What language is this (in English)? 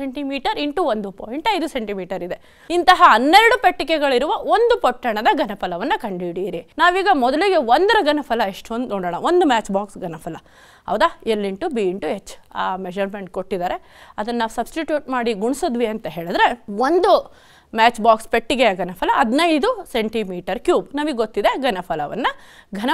Kannada